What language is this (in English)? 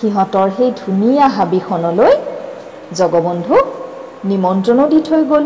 Assamese